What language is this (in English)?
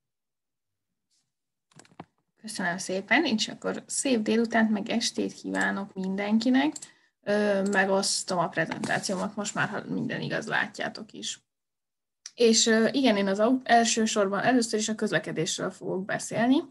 Hungarian